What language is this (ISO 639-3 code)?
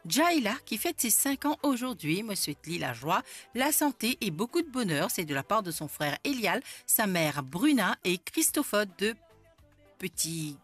mfe